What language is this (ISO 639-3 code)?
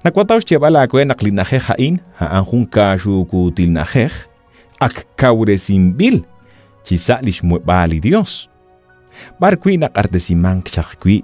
kek